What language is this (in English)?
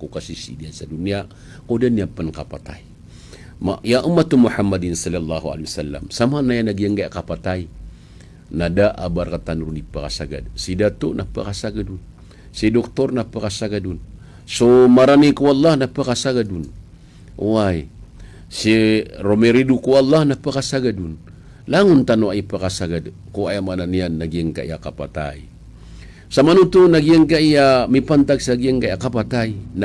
Maranao